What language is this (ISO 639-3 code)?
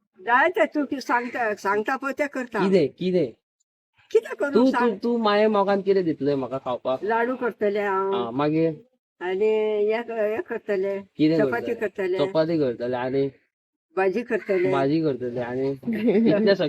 kok